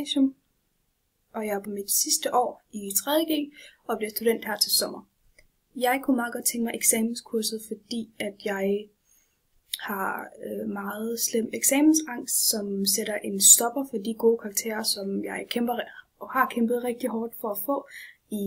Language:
Danish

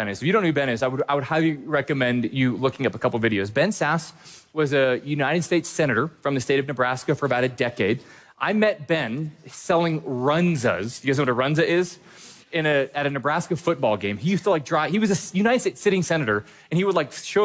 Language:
English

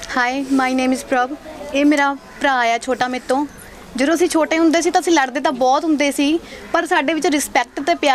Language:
Punjabi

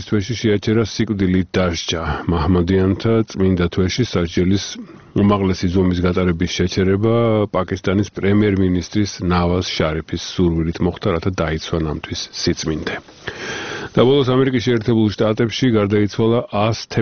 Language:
Georgian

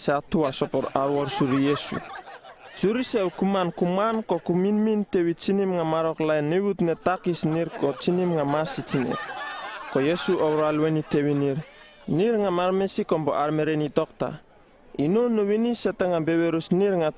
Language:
Uripiv-Wala-Rano-Atchin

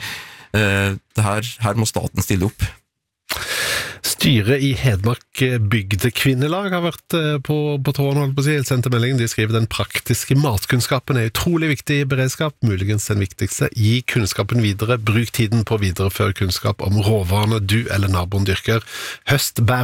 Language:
Norwegian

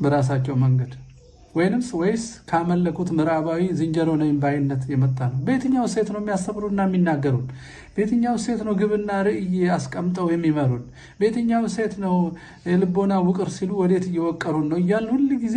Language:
Amharic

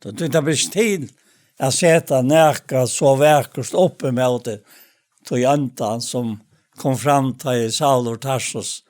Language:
Faroese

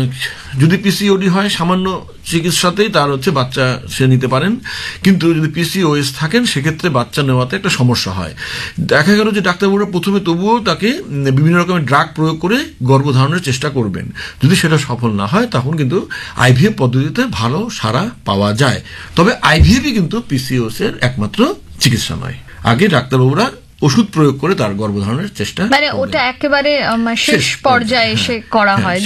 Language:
Bangla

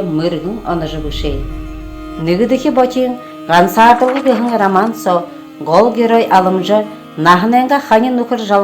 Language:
Buriat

